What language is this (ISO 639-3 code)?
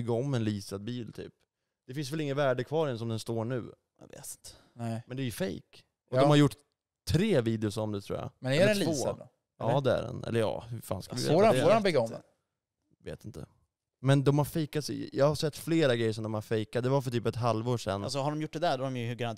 swe